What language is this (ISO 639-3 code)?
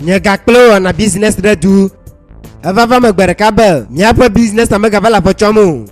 ewe